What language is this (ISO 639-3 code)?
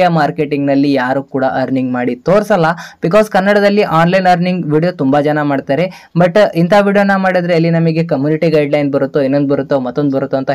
kan